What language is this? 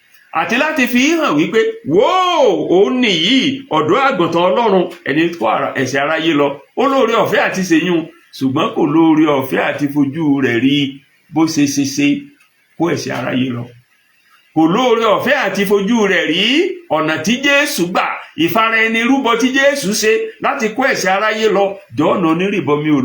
Yoruba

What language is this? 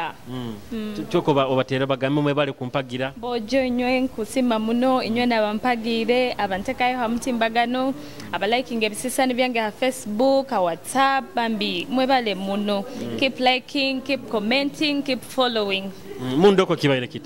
Nyoro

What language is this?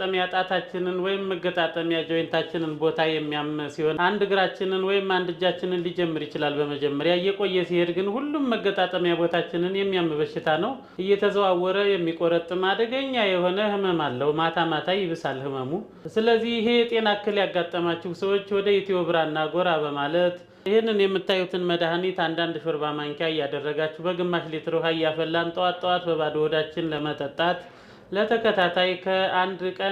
Amharic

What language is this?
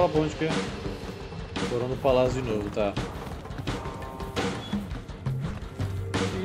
Portuguese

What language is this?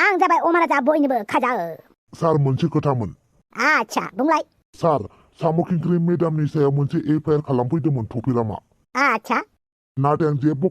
Bodo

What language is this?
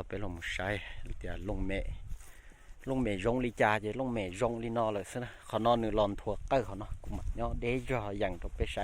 Hmong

